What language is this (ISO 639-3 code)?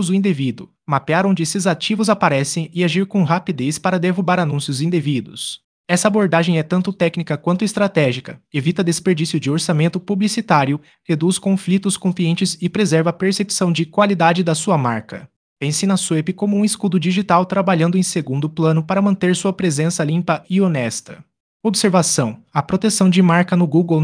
por